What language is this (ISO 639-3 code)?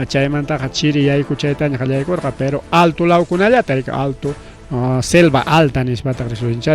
quy